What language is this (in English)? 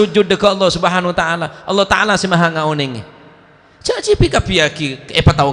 Madurese